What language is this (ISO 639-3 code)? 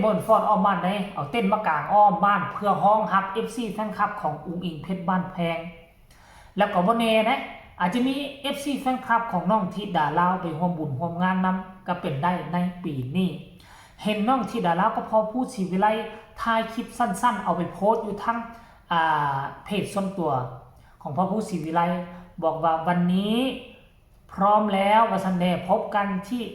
tts